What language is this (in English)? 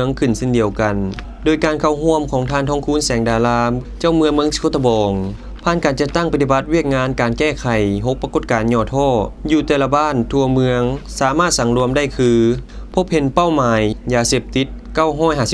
Lao